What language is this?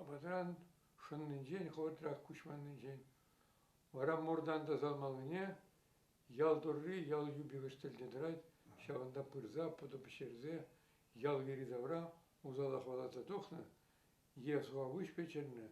Chuvash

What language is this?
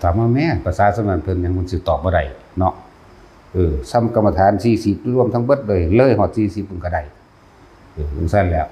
Northeastern Thai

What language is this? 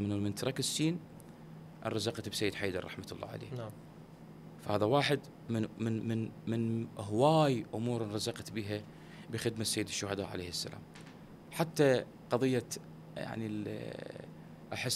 Mesopotamian Arabic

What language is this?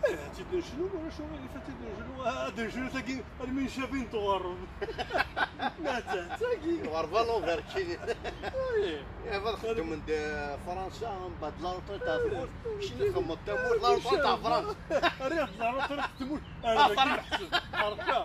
Kabyle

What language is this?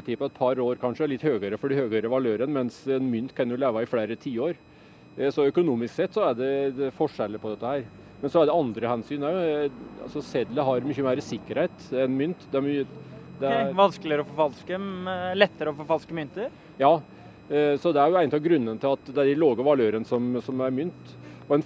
Norwegian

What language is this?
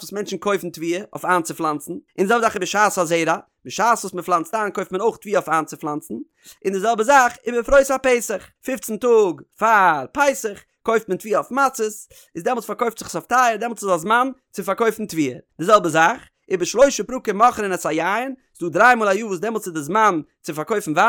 Yiddish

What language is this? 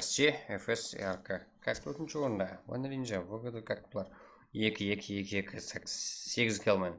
Kara-Kalpak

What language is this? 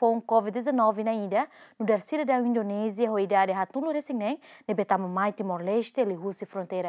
Tetum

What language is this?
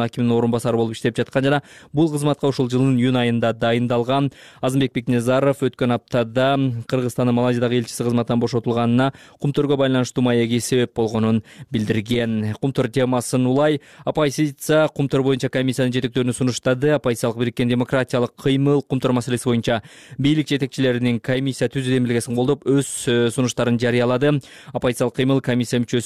Kyrgyz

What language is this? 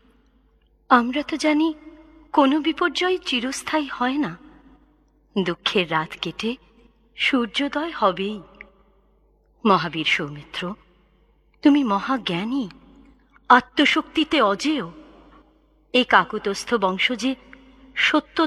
Bangla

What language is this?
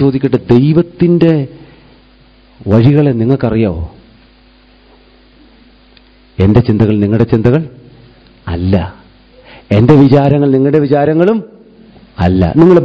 Malayalam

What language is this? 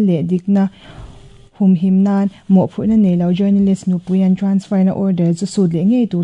Mizo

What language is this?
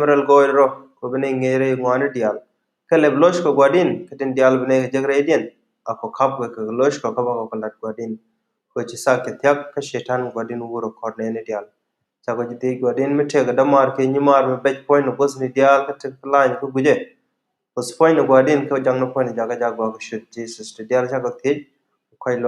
Nuer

